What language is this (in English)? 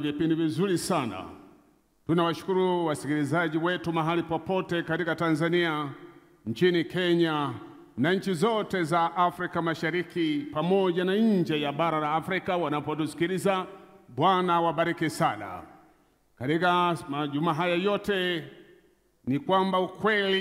Swahili